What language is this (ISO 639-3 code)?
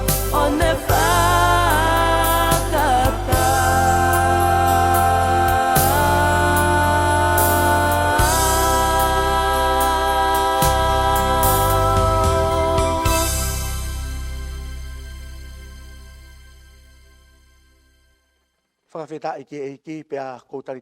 ton